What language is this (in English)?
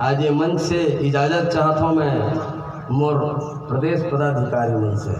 Chhattisgarhi